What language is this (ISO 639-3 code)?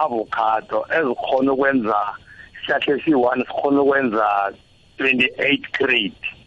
nbl